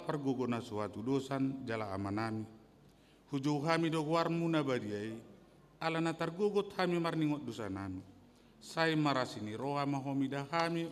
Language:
Batak Toba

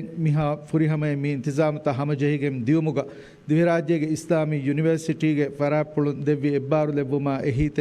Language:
Divehi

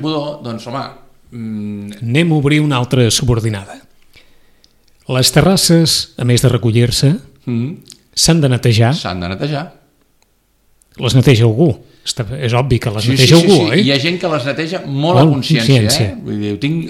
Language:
Catalan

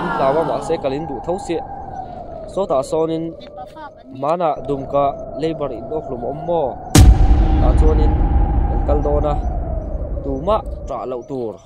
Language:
Mizo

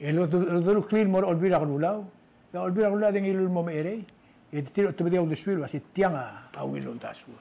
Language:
Palauan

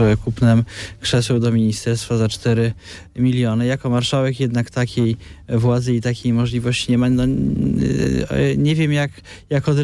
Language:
Polish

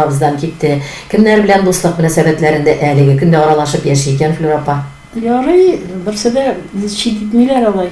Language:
Tatar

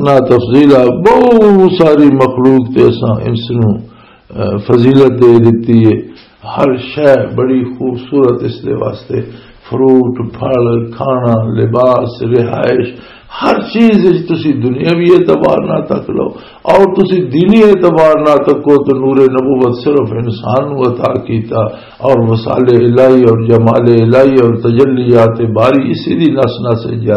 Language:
Western Panjabi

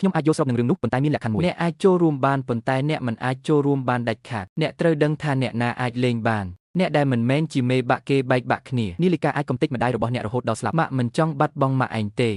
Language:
Khmer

